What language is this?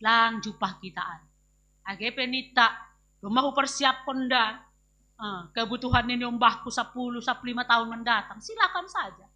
Batak Simalungun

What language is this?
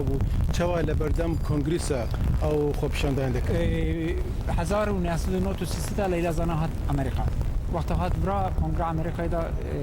Kurdish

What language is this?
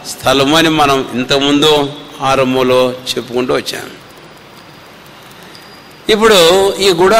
Telugu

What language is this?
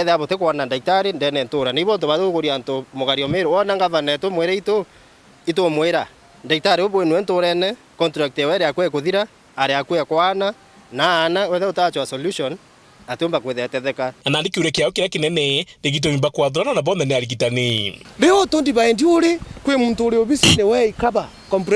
Meru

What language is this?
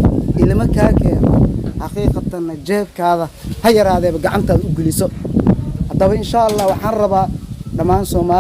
Somali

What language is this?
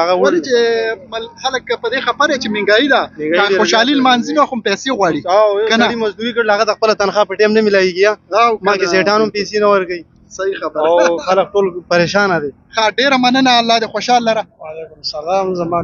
Pashto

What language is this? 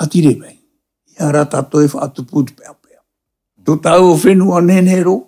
Tahitian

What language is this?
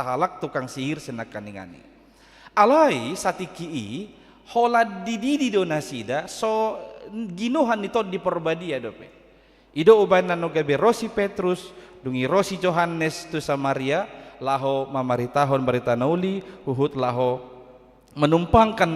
Batak Toba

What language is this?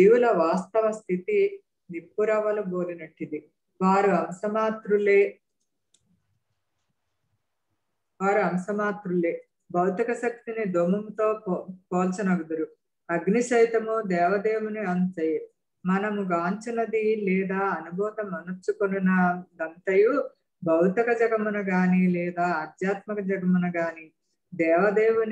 Telugu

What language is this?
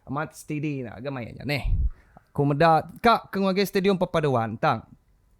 Iban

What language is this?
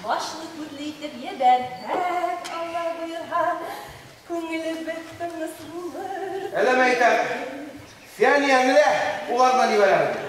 Bashkir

